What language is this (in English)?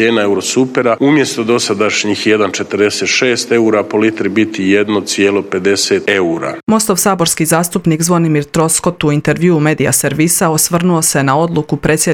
Croatian